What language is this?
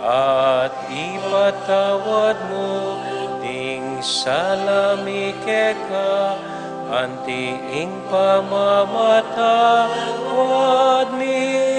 Pampanga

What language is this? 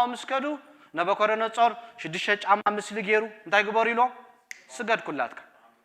Tigrinya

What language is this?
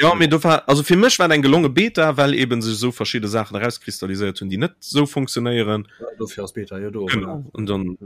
Luxembourgish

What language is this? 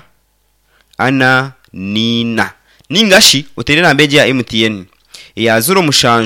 Nyankole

